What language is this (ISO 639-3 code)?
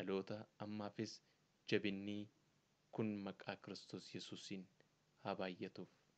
orm